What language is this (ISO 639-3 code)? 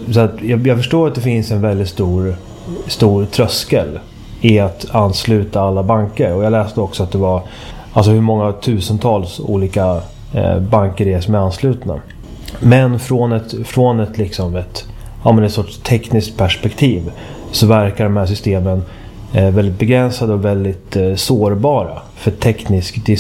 swe